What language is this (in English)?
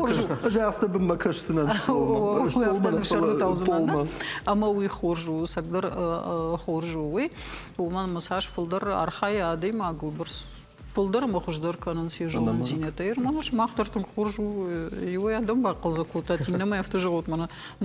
Ossetic